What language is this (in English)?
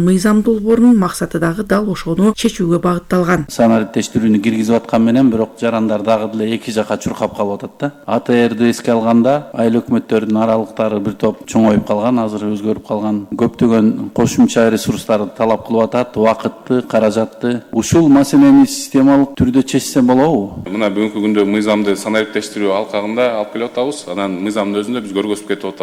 Kyrgyz